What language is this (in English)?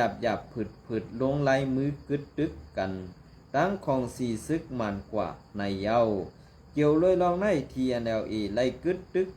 Shan